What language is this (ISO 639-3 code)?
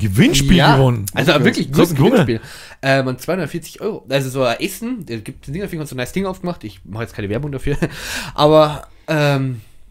bar